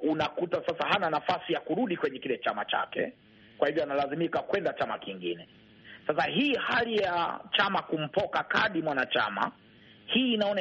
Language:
Swahili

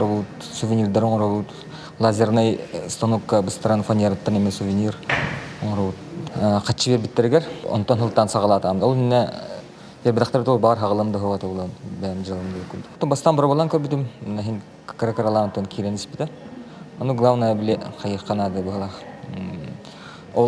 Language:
Yakut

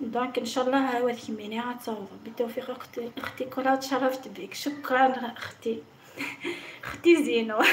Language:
Algerian Arabic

